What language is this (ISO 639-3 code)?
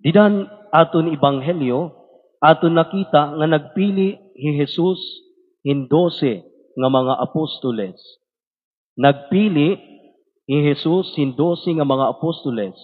war